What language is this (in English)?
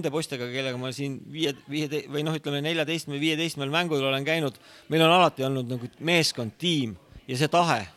Estonian